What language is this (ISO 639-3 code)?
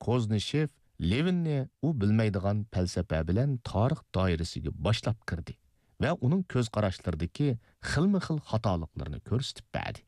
uig